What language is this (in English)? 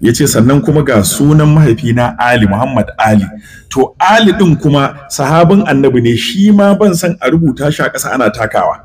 Hausa